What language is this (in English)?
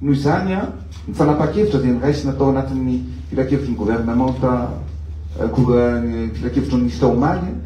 Malagasy